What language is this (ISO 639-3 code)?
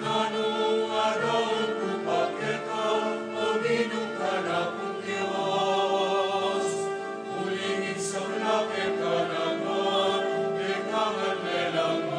pam